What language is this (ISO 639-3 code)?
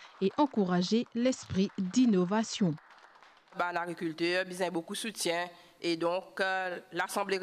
mfe